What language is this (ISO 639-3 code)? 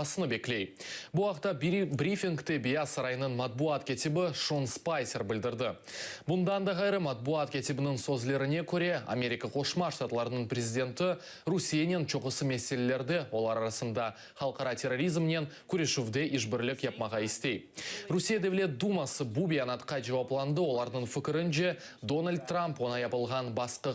crh